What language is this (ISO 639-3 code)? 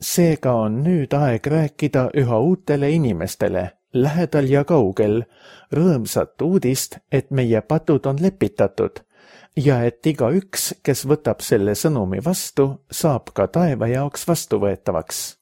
est